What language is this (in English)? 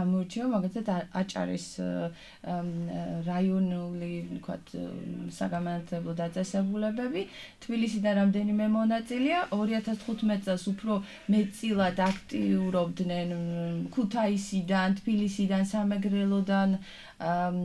Georgian